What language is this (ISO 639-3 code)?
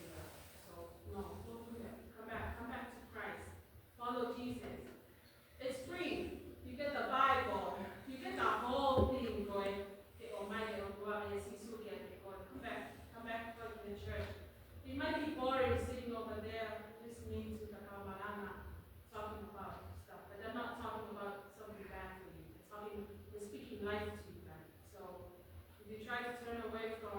ton